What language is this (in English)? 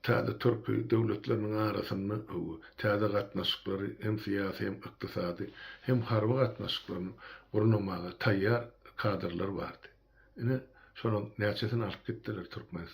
Turkmen